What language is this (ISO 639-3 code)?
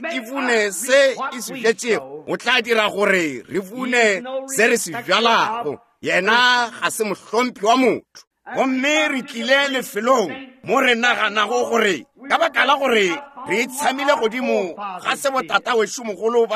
nso